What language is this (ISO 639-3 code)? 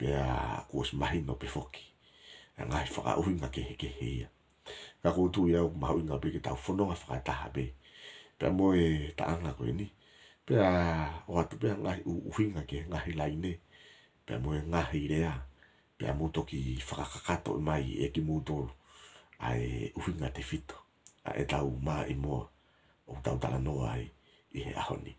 ton